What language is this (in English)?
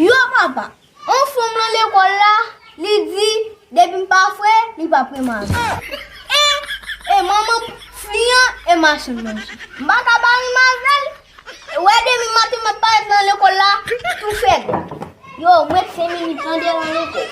Haitian Creole